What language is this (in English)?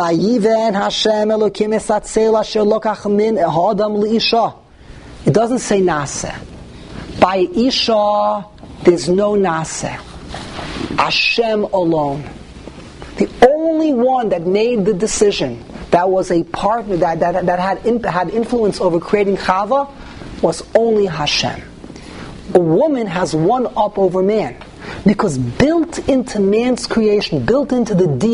English